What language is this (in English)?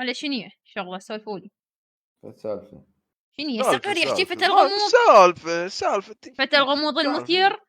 Mesopotamian Arabic